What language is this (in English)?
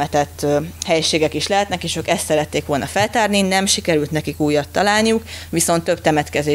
Hungarian